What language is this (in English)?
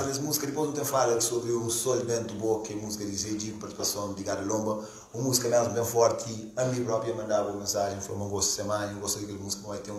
Kabuverdianu